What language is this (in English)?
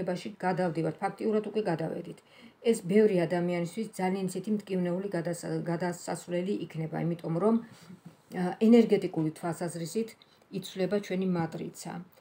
Georgian